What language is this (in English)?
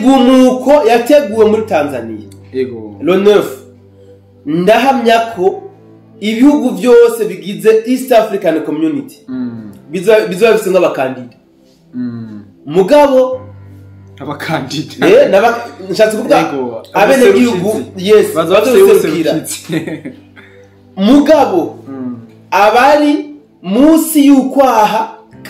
Rundi